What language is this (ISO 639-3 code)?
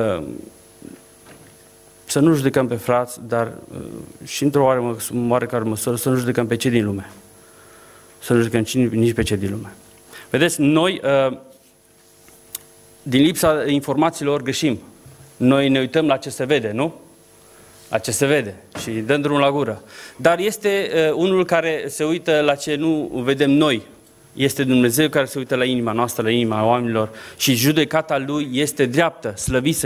ron